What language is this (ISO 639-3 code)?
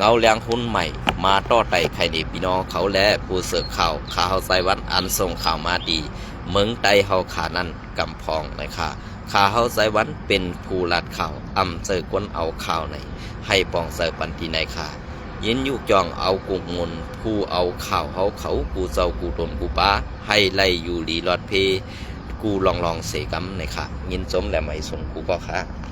shn